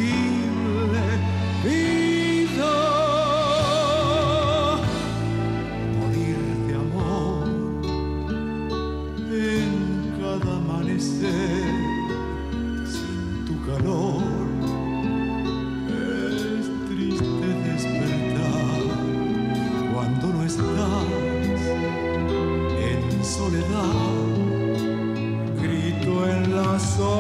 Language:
Spanish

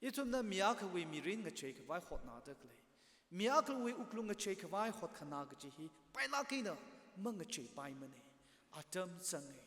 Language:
Tangkhul Naga (India)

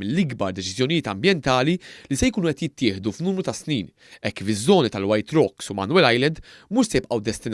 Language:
Maltese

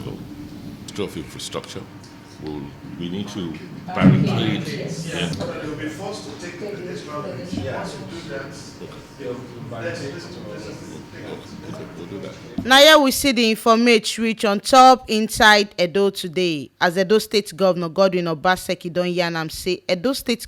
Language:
Nigerian Pidgin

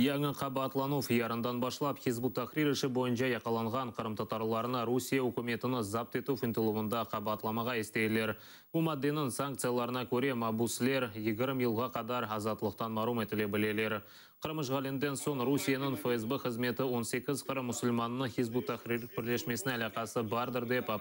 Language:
Crimean Tatar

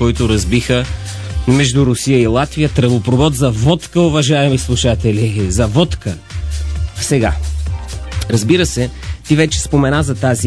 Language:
Bulgarian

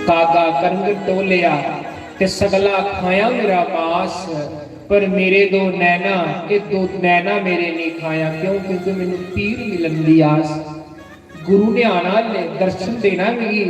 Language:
Dogri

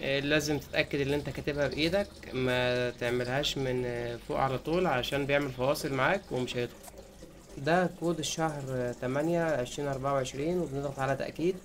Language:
Egyptian Arabic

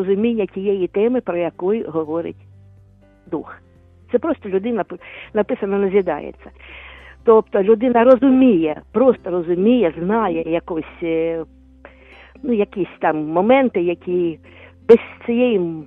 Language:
Ukrainian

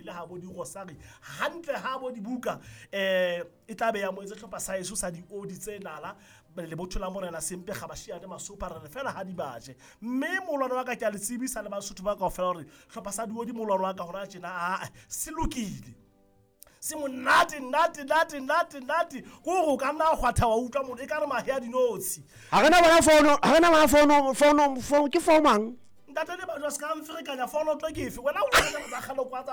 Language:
Southern Sotho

